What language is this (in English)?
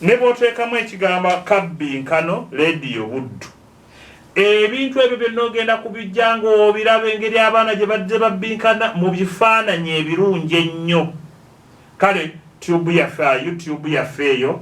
Ganda